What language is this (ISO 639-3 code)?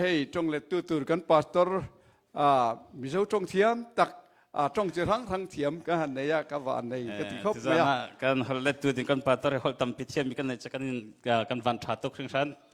cnh